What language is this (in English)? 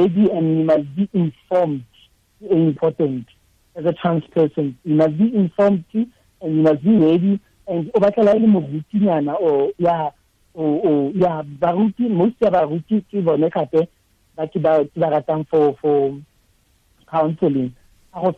Tswana